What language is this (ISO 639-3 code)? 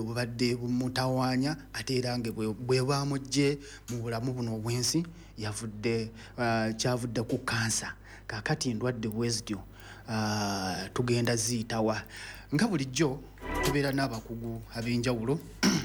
lug